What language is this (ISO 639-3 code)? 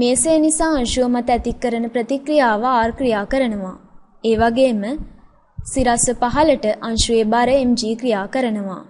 sin